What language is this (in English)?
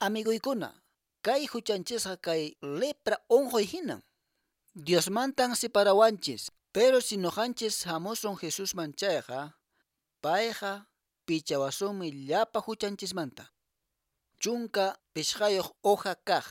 Quechua